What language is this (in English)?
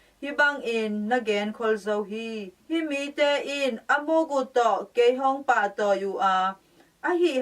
Tedim Chin